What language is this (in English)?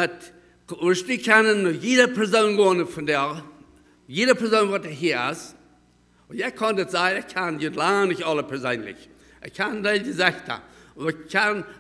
Plautdietsch